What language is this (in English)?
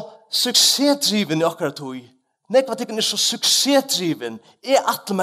Faroese